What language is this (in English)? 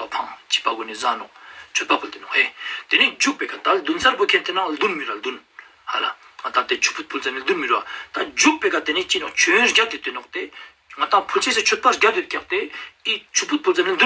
Ladakhi